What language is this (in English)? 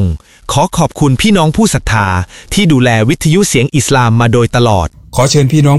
Thai